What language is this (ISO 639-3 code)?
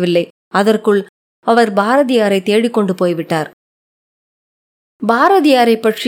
tam